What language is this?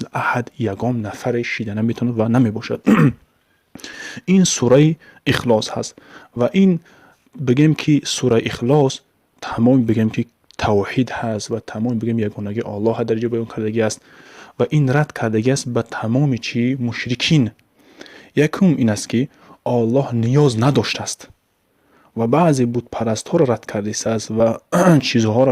Tajik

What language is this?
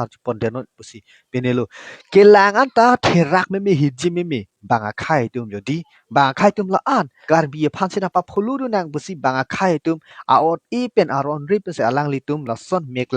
Karbi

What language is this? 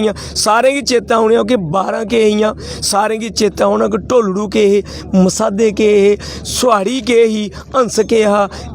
Dogri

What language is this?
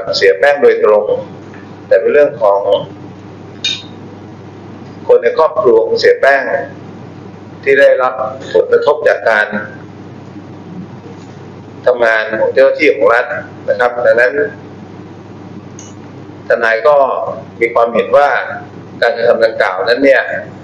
Thai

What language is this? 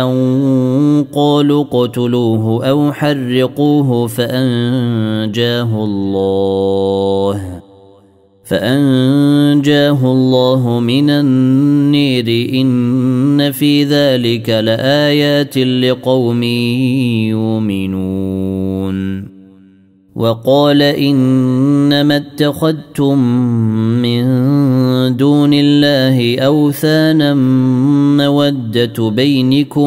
Arabic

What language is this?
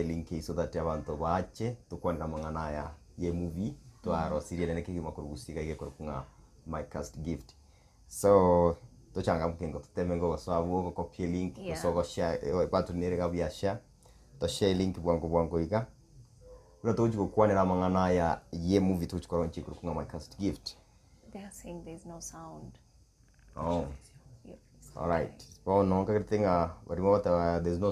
Gusii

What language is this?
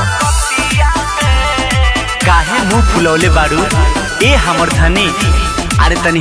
Bhojpuri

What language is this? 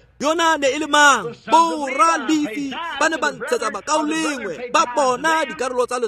Tswana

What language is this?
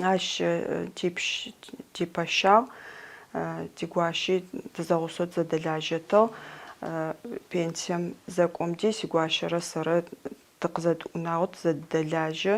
Adyghe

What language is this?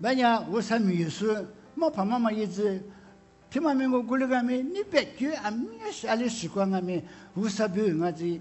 Lisu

